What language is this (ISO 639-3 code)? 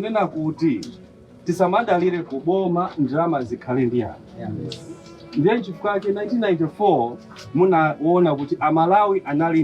nya